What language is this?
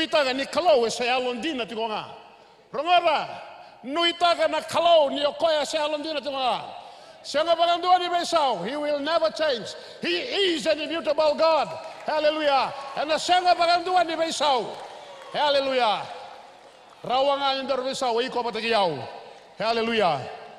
Fijian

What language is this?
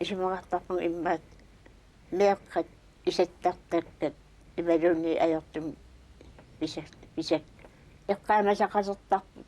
Kalaallisut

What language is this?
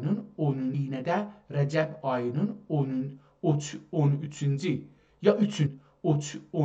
South Azerbaijani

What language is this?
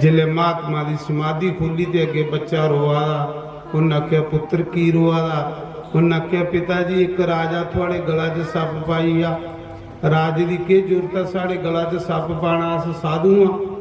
Dogri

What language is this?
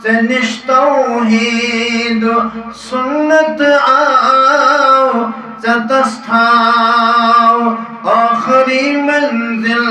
Kashmiri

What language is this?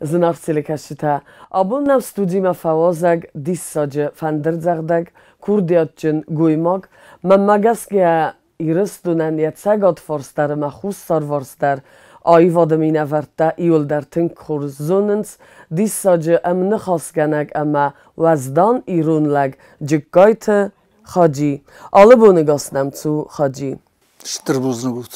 Ossetic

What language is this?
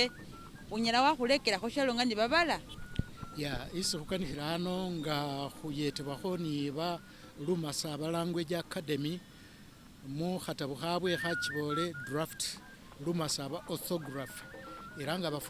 Masaaba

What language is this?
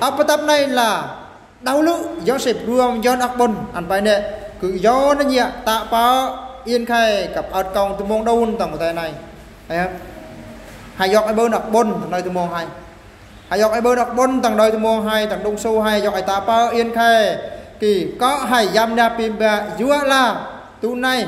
Eastern Bru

